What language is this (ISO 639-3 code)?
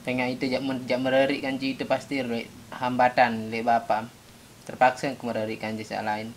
sas